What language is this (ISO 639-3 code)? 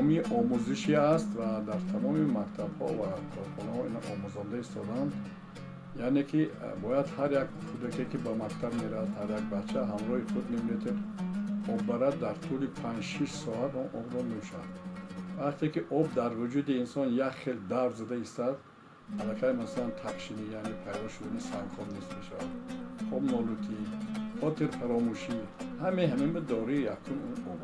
tgk